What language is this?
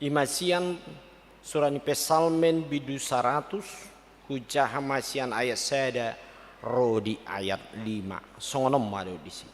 Batak Toba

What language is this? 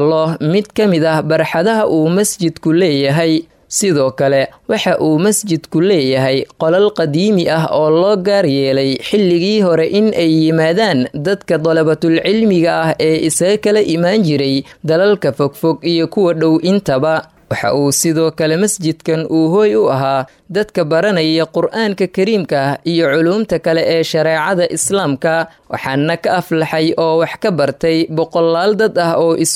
Somali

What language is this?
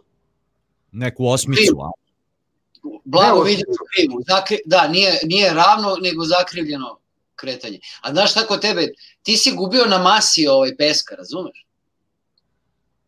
Serbian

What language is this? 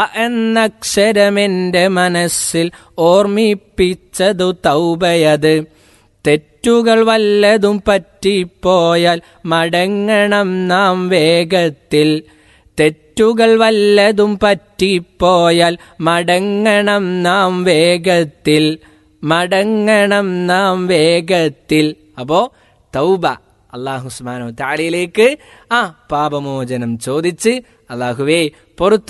Malayalam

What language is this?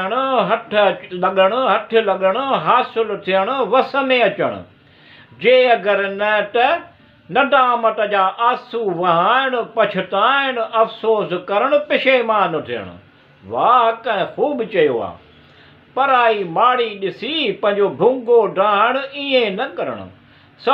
Sindhi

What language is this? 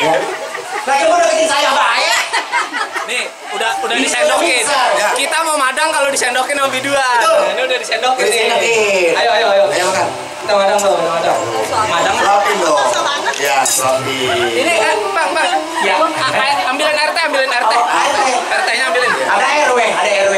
Betawi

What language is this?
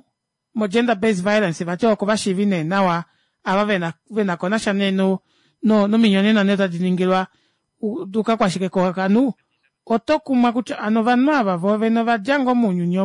Kuanyama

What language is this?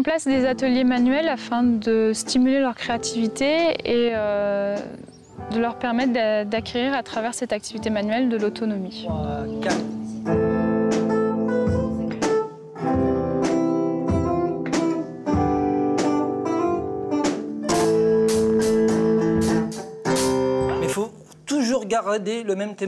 French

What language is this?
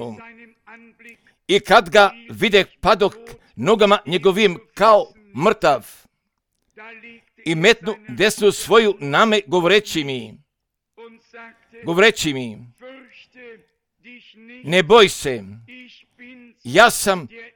Croatian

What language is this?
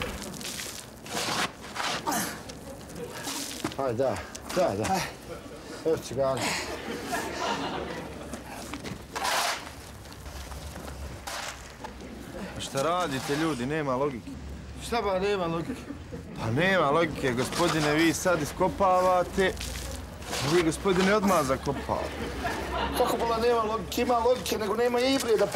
Bosnian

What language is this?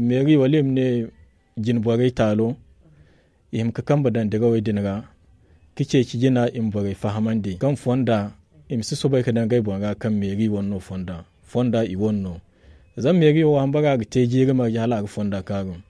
Zarma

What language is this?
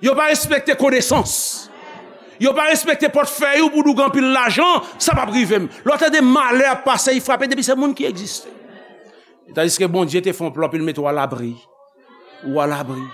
Haitian Creole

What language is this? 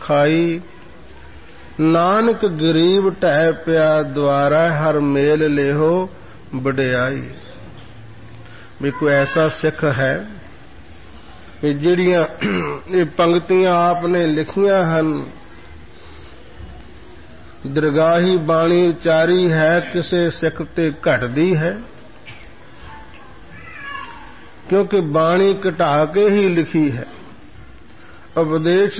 Punjabi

